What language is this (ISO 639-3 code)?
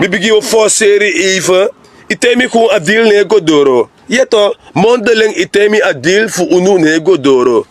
srn